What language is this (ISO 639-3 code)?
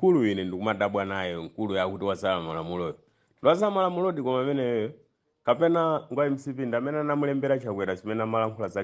nya